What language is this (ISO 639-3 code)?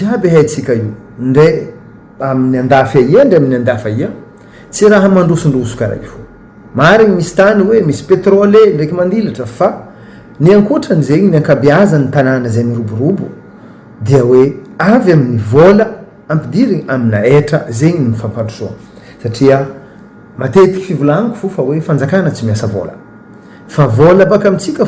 mlg